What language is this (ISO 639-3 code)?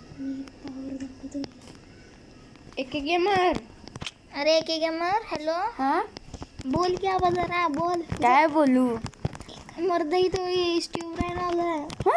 mar